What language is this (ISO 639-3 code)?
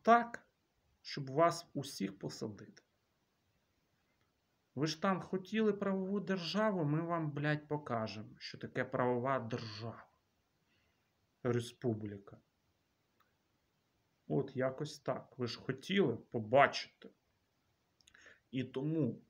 ukr